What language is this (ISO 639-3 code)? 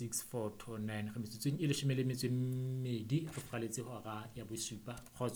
sot